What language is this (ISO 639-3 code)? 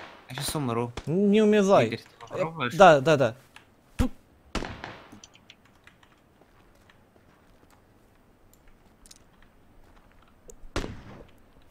rus